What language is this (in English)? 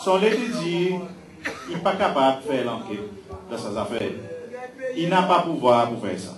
Seselwa Creole French